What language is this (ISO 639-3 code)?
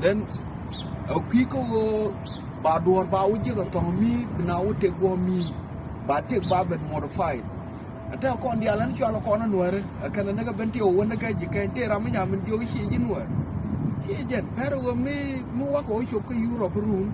nus